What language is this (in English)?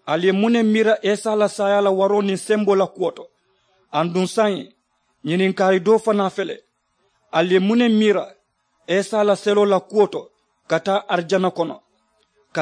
Mandingo